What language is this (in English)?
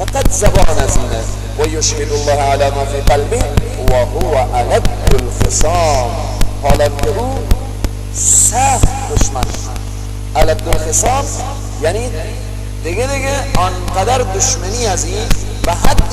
Persian